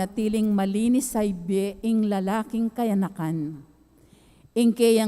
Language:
Pampanga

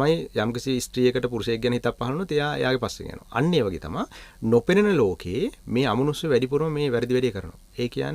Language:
Sinhala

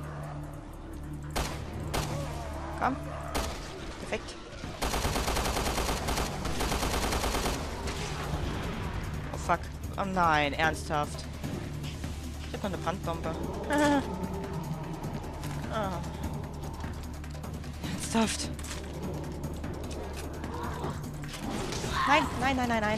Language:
German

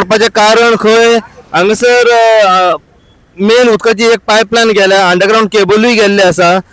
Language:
Konkani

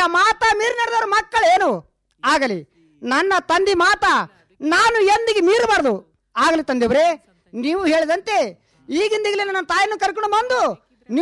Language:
Kannada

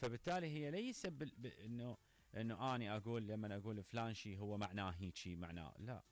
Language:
Mesopotamian Arabic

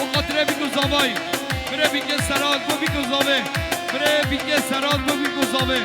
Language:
Kurdish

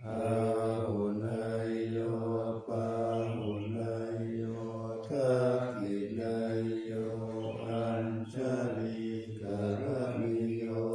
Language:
Pali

